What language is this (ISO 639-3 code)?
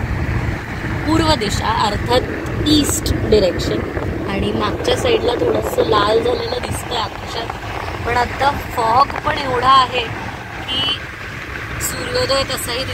mar